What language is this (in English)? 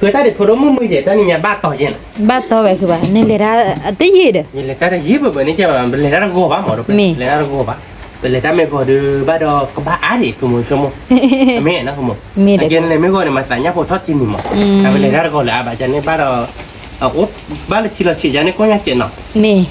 S'gaw Karen